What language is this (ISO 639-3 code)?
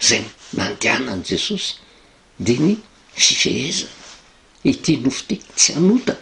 mlg